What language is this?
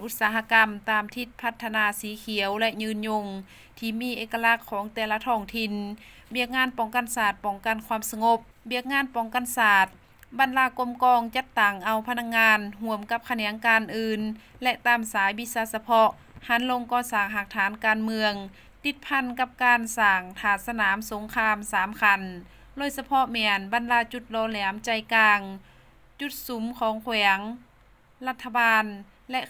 Lao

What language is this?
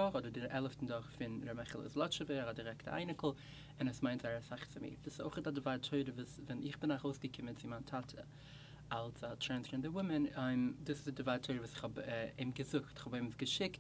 Yiddish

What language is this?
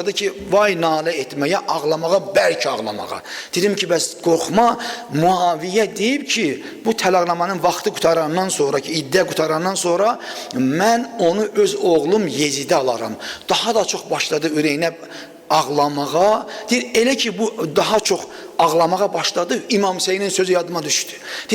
Azerbaijani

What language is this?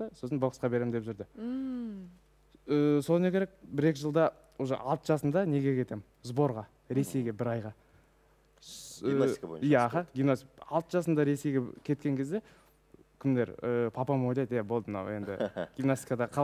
Kazakh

